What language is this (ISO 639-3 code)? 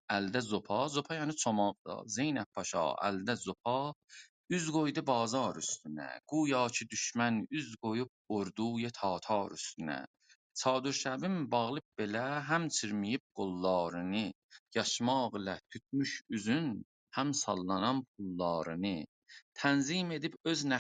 azb